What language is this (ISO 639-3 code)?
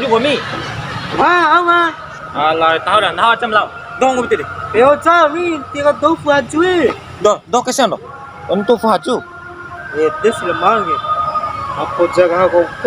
bhp